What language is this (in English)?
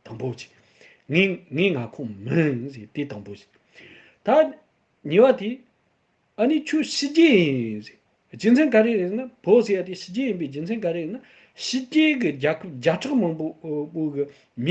Tibetan